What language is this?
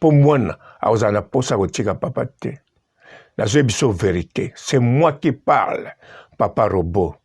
Lingala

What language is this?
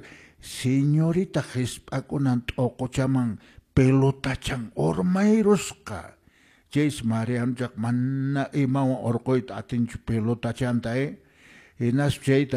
Quechua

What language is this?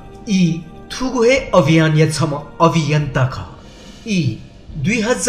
Newari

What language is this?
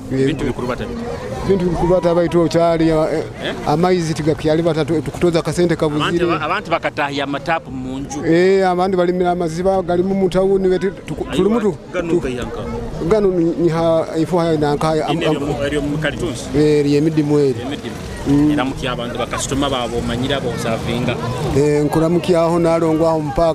Nyoro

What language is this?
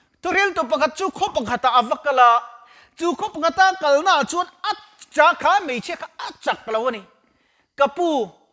Mizo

